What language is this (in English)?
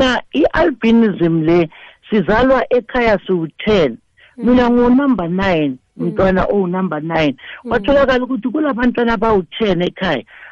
South Ndebele